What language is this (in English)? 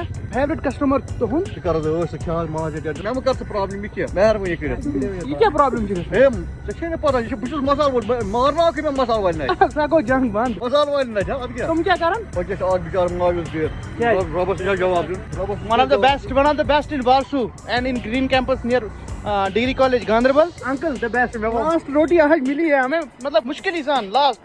Kashmiri